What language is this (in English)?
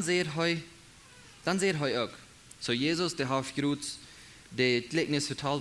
Plautdietsch